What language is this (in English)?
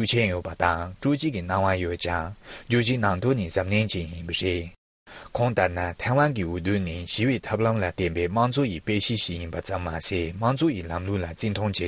Tibetan